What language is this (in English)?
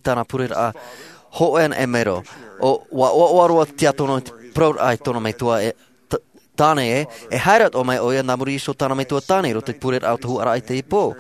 Tahitian